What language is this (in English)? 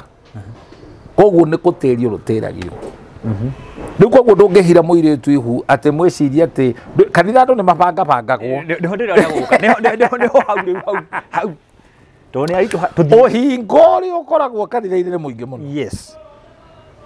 Kikuyu